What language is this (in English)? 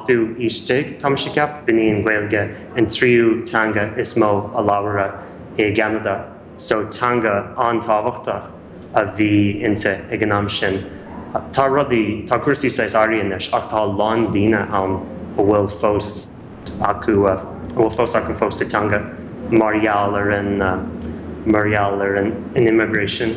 Irish